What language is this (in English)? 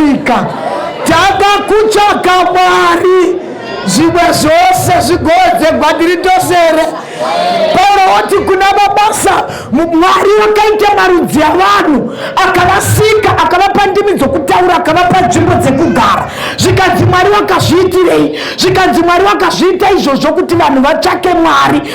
Shona